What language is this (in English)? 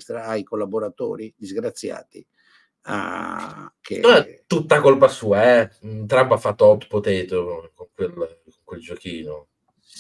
Italian